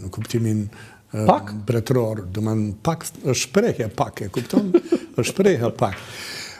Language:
Albanian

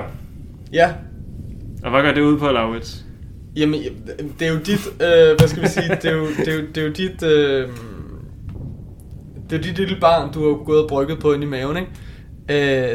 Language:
Danish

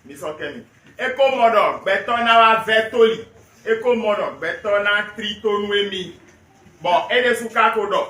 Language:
Fon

